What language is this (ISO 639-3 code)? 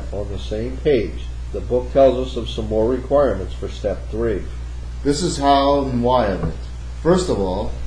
eng